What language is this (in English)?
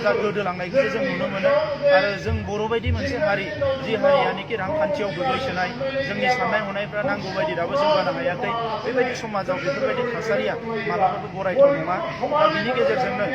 Bodo